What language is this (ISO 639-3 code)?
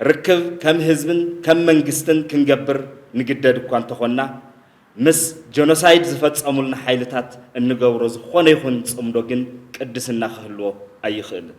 tir